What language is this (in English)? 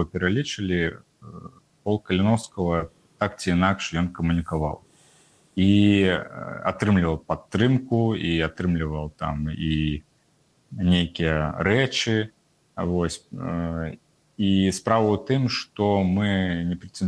Belarusian